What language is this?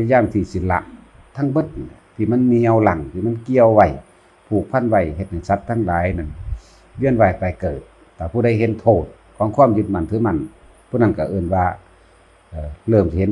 Northeastern Thai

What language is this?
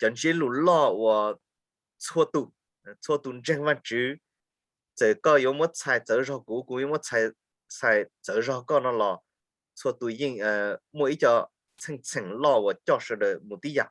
Hmong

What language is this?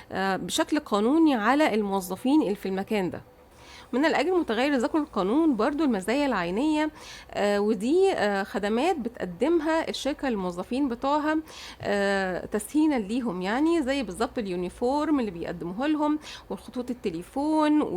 Egyptian Arabic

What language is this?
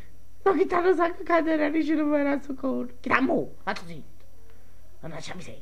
Neapolitan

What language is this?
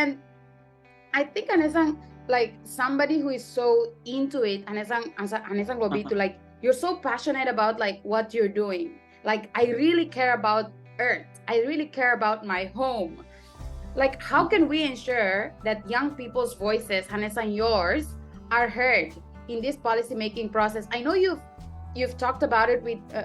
Tetum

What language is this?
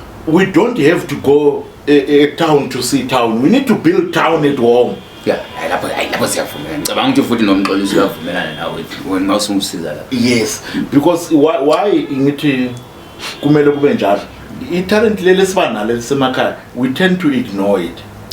Zulu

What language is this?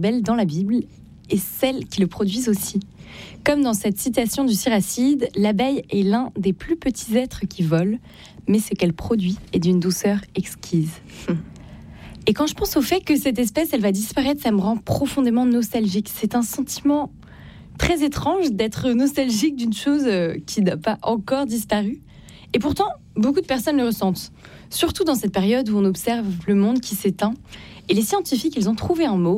French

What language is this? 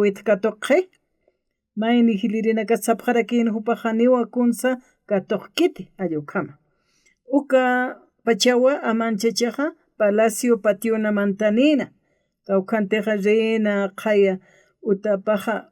Aymara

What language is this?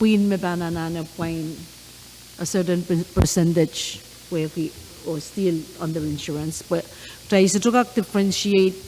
Pohnpeian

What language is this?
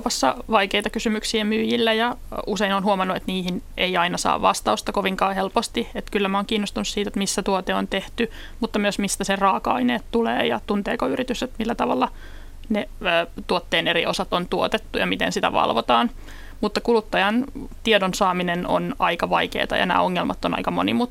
Finnish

